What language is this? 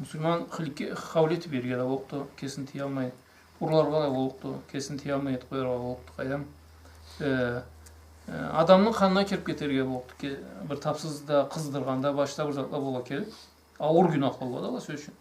Karachay-Balkar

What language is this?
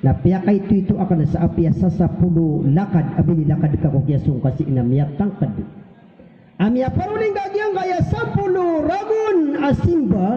Maranao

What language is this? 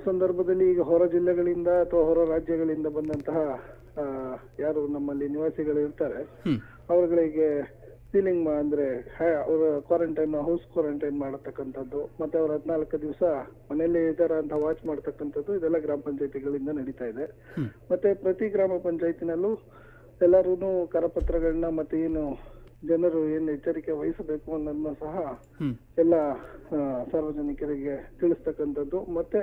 Kannada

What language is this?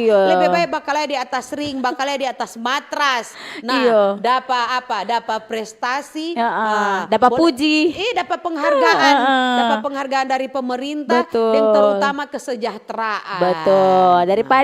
Manado Malay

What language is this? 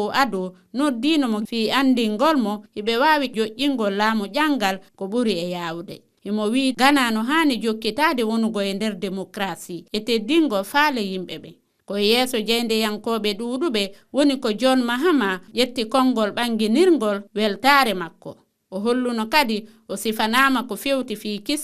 Fula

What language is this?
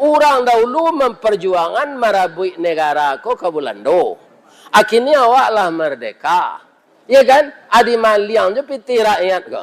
Minangkabau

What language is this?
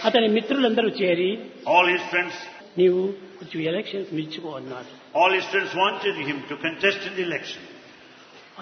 Telugu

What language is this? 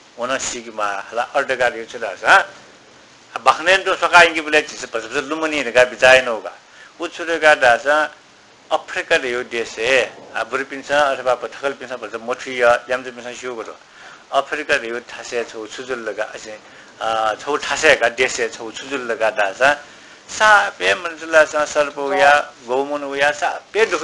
Newari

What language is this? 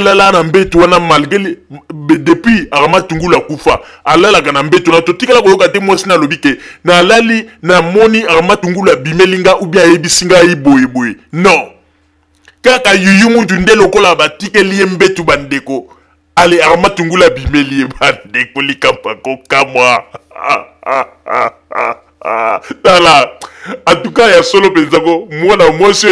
Lingala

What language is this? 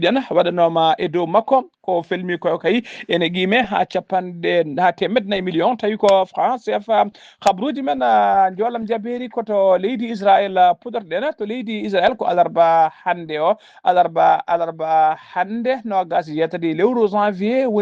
Fula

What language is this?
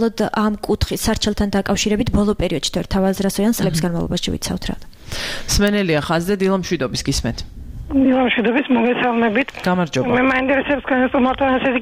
Georgian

